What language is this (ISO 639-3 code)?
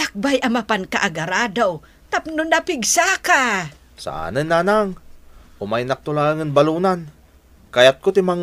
ilo